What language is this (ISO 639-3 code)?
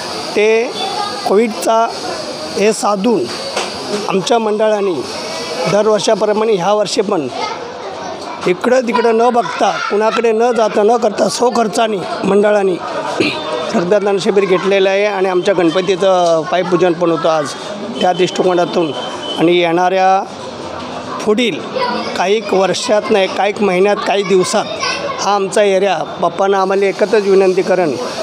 mar